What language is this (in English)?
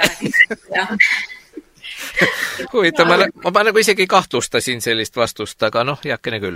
Estonian